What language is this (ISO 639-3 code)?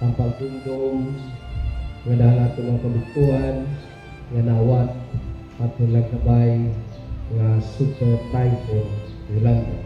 war